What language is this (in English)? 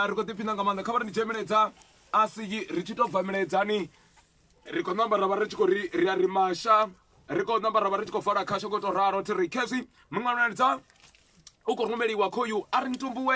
Venda